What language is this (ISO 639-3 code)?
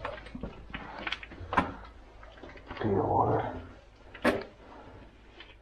slk